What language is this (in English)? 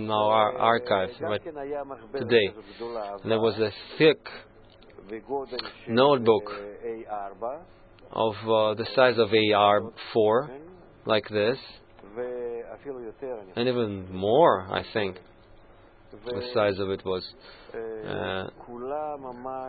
English